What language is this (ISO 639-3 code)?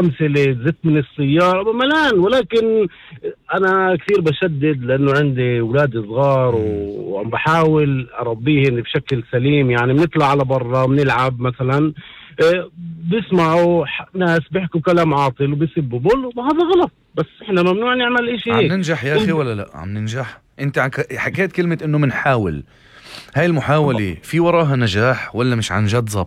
apc